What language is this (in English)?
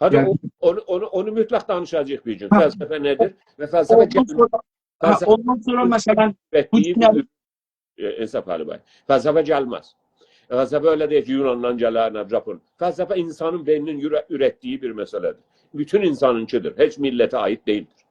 South Azerbaijani